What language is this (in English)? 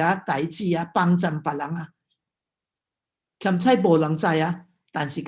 Min Nan Chinese